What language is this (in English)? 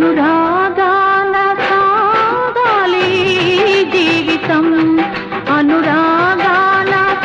Telugu